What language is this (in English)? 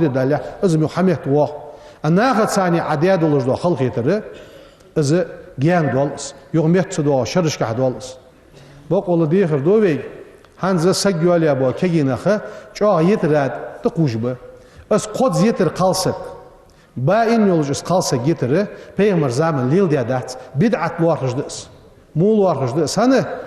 Ingush